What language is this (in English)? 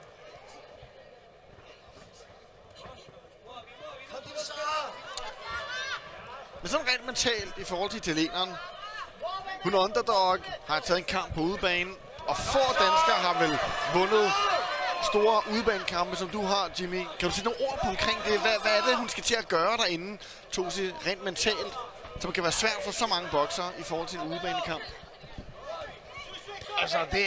Danish